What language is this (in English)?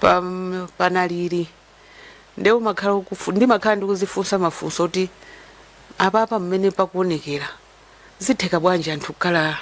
Nyanja